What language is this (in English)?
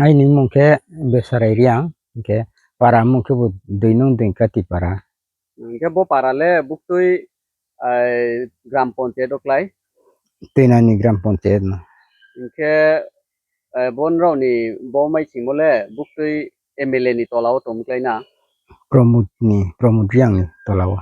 Riang (India)